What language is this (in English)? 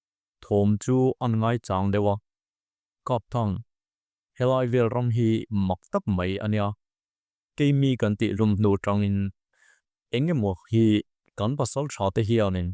Mizo